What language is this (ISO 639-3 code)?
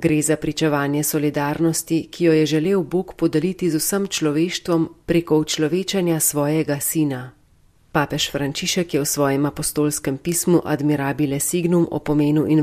slv